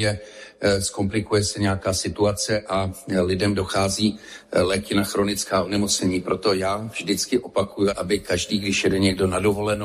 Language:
Czech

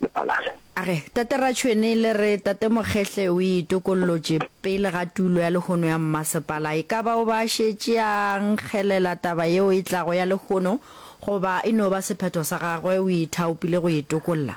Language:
Northern Sotho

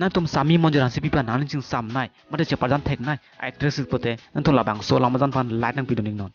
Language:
Karbi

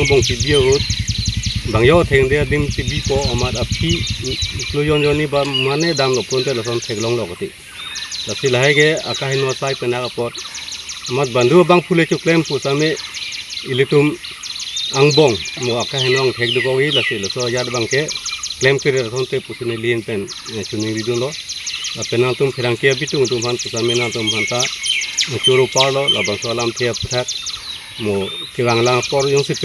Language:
Karbi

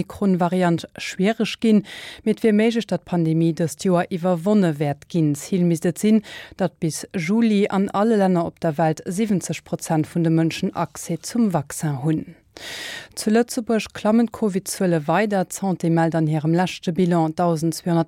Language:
Luxembourgish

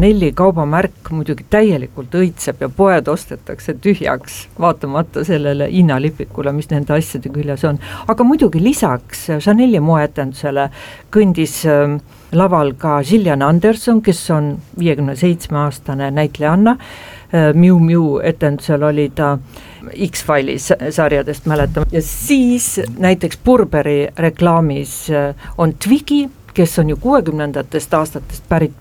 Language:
Estonian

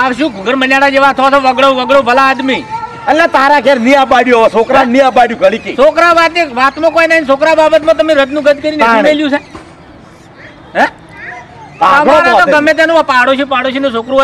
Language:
Gujarati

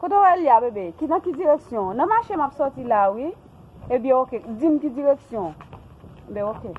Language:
Haitian Creole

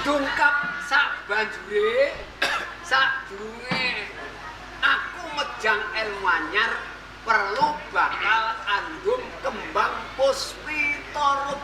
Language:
Javanese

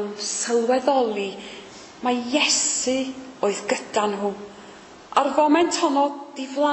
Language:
Welsh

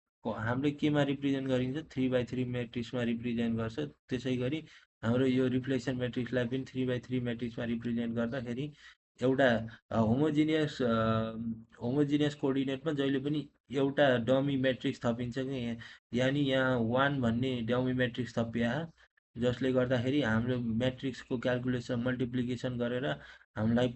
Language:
Nepali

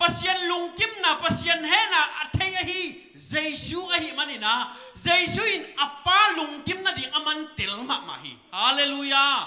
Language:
Tedim Chin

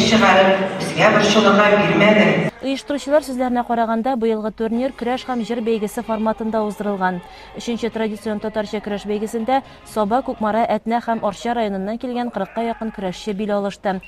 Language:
Tatar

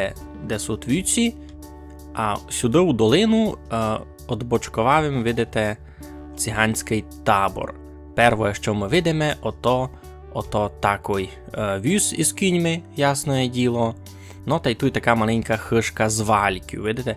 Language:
Rusyn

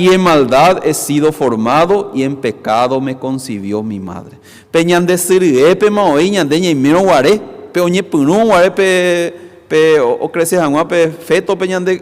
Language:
Guarani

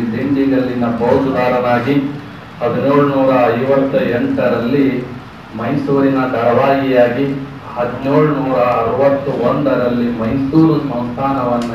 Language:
Kannada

